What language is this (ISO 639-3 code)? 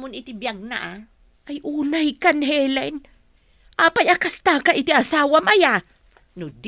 ilo